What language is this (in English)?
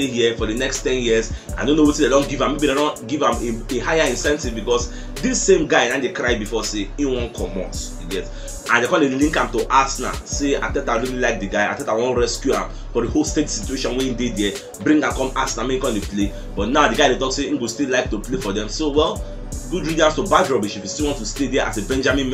Nigerian Pidgin